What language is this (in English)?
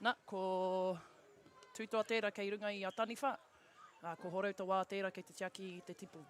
Māori